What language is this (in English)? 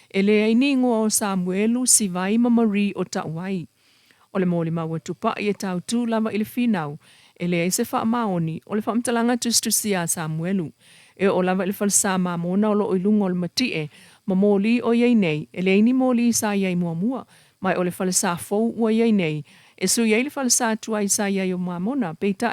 Samoan